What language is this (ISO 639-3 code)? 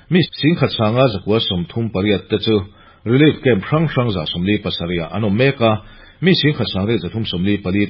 lus